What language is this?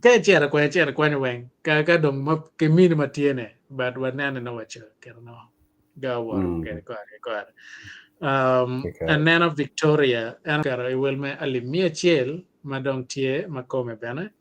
Acoli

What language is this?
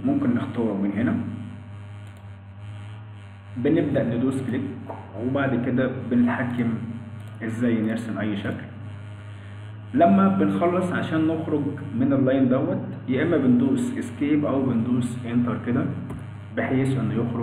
Egyptian Arabic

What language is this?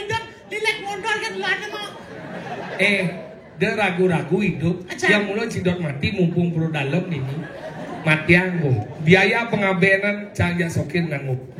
Balinese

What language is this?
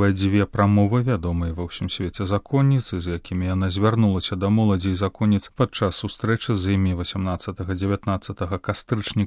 Belarusian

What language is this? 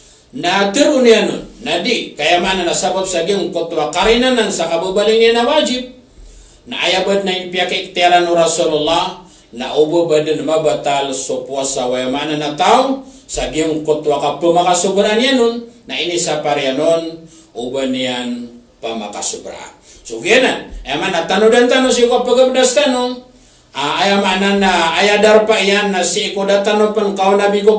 Maranao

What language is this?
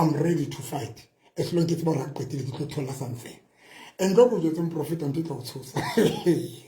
Southern Sotho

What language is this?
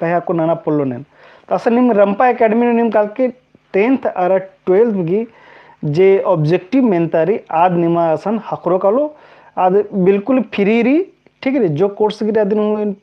Kurukh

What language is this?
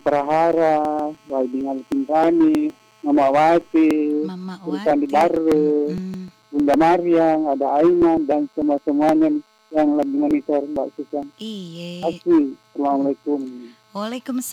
Indonesian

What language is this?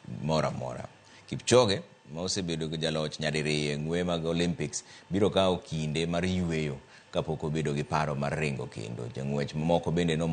Luo (Kenya and Tanzania)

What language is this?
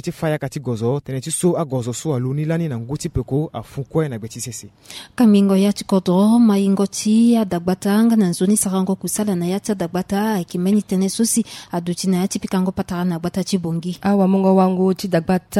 Sango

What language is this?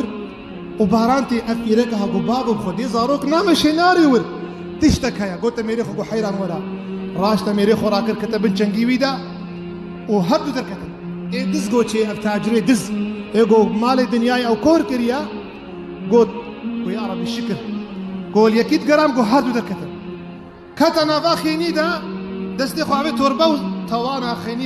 Kurdish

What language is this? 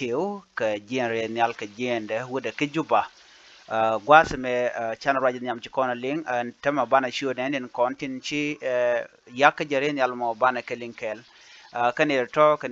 Nuer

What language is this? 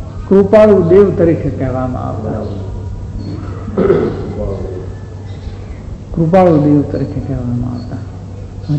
Gujarati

